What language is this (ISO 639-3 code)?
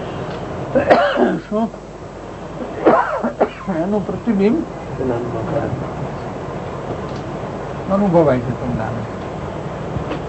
guj